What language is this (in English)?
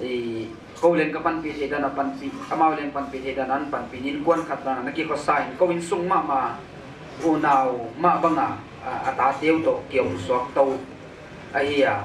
Paite Chin